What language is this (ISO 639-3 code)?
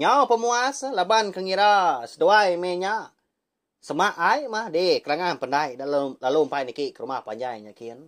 iba